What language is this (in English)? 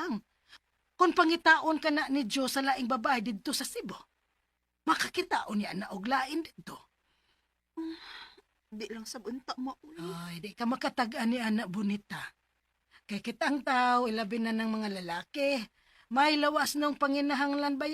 Cebuano